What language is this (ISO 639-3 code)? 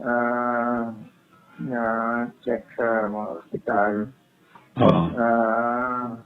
hil